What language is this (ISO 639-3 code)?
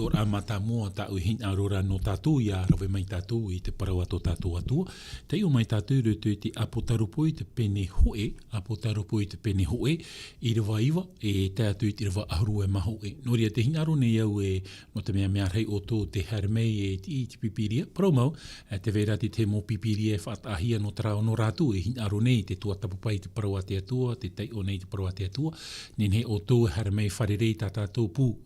tah